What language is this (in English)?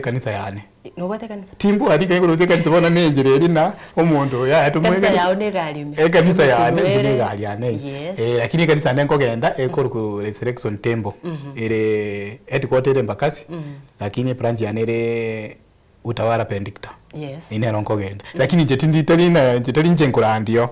Gusii